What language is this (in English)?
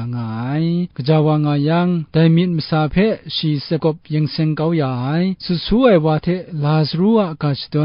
Kachin